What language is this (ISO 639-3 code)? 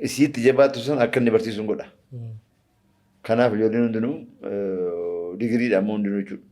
orm